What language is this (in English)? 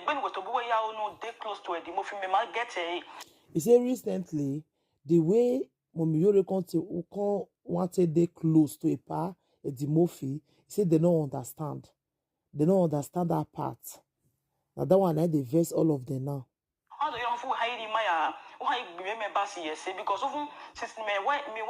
Nigerian Pidgin